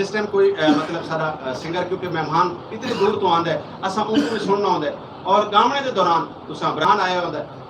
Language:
Saraiki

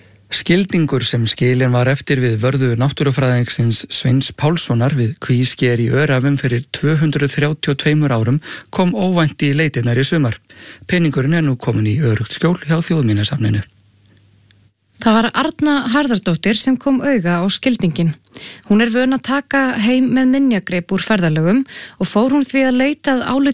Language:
Icelandic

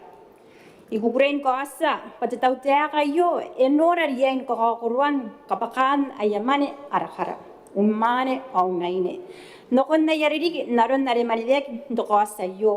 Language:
Gilbertese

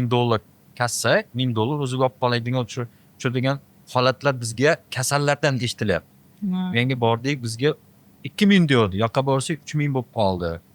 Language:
Uzbek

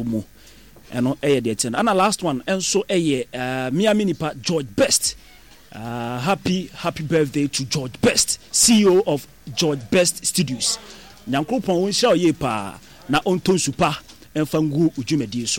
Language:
Akan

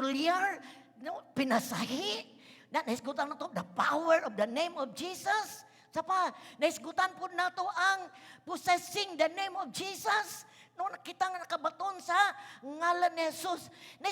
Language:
Cebuano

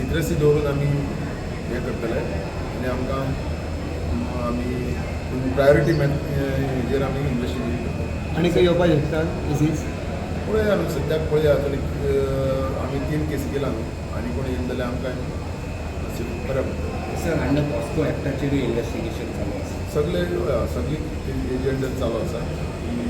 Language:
Konkani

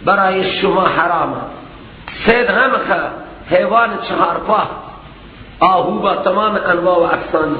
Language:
Persian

